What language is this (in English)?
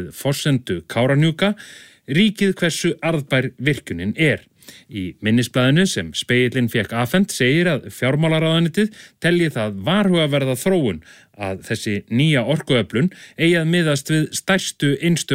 Icelandic